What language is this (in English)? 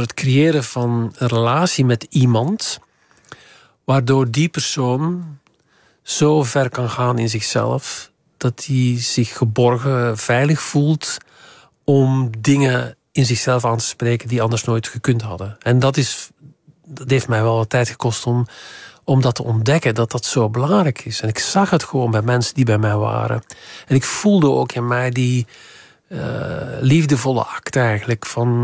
Dutch